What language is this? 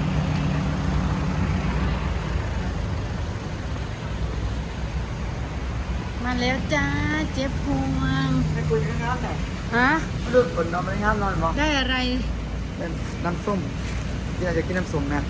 Lao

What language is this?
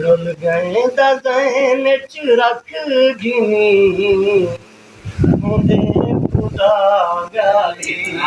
Saraiki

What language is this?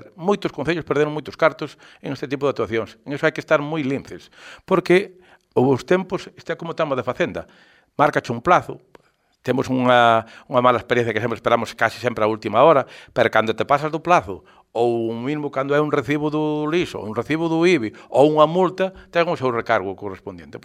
Galician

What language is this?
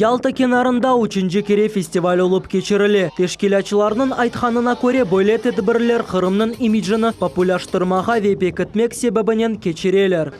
Crimean Tatar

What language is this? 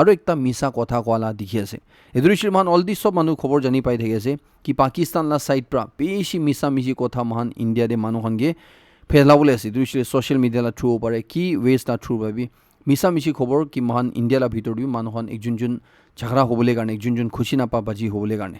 Naga Pidgin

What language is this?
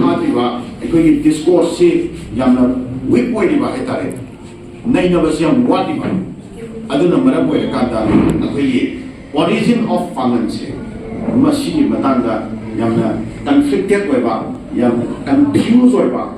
Manipuri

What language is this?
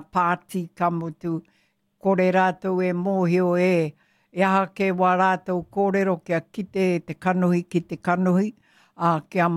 Māori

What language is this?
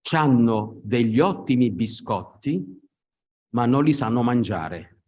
Italian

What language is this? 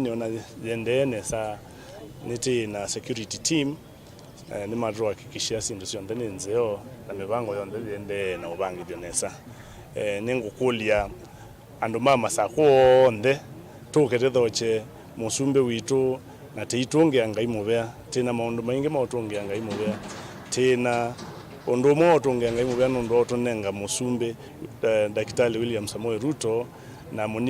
Kamba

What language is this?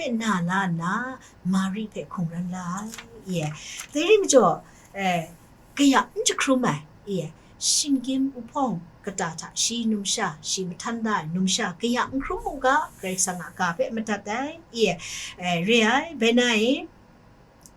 Kachin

